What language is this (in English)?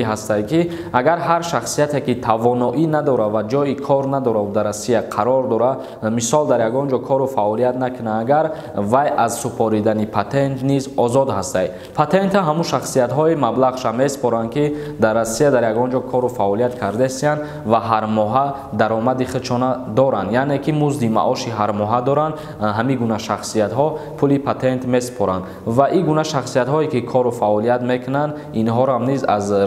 Tajik